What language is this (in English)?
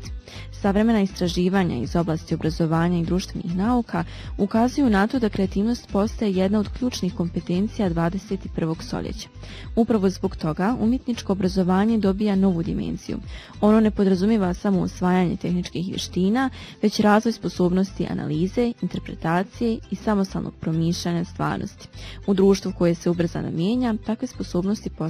Bosnian